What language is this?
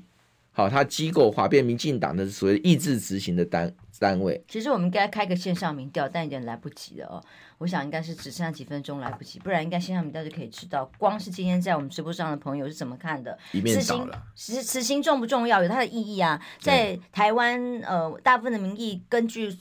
Chinese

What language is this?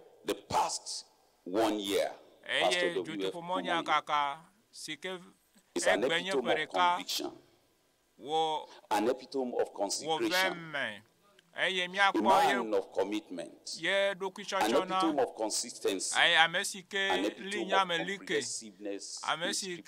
Ewe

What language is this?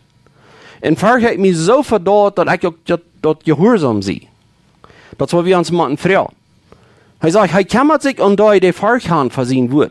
Plautdietsch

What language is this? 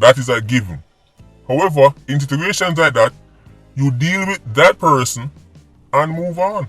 Jamaican Creole English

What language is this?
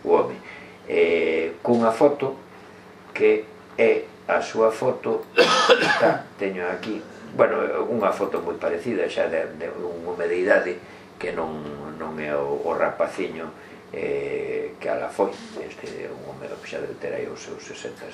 Galician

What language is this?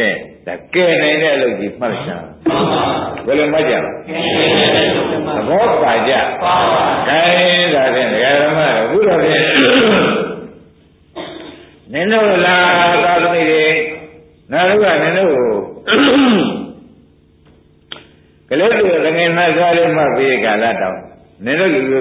Burmese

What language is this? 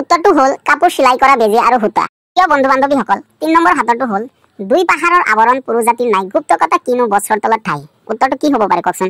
Assamese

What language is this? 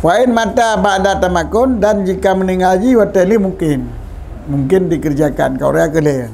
Achinese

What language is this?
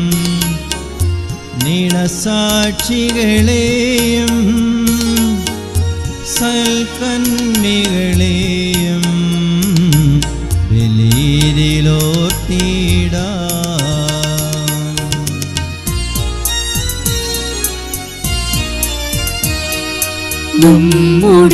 Malayalam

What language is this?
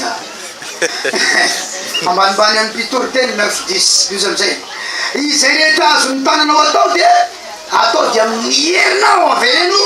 Malagasy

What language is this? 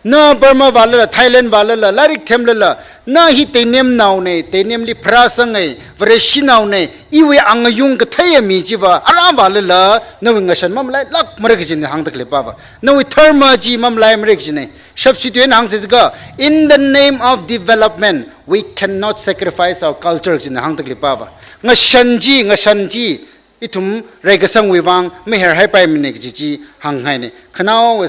Tangkhul Naga (India)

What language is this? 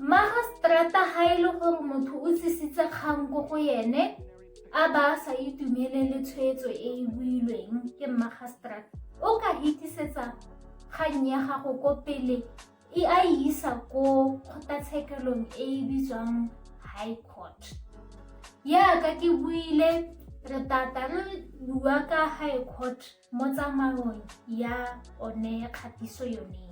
Tswana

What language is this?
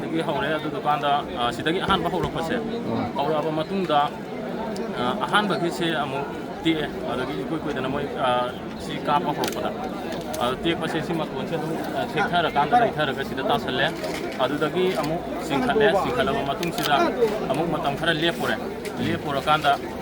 Manipuri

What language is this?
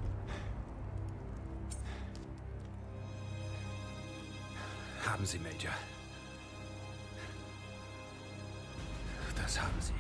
German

